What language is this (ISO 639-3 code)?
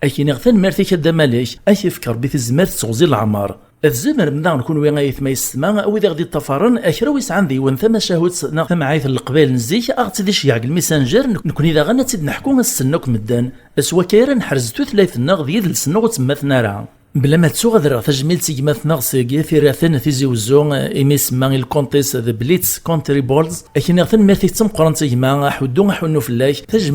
kab